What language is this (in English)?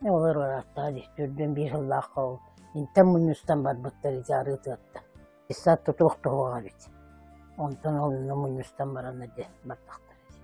Yakut